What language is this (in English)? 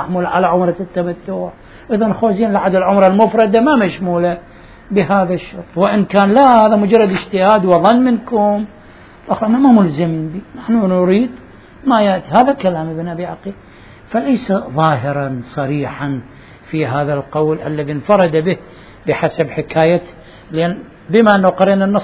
Arabic